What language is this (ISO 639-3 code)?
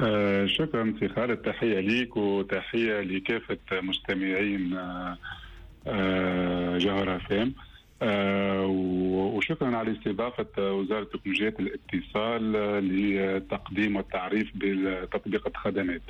aeb